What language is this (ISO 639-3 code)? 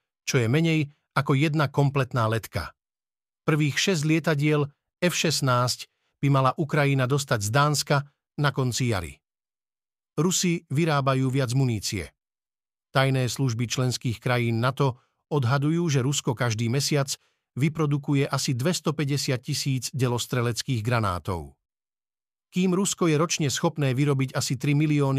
slk